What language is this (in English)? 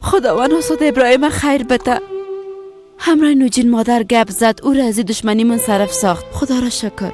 Persian